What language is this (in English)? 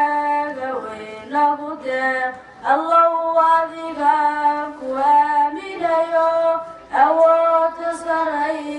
Somali